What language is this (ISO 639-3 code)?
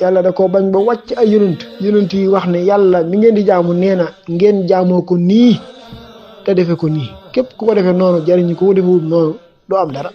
wol